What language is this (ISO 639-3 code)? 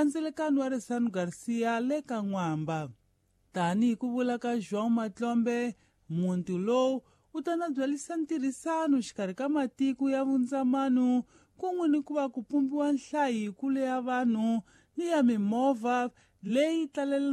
tso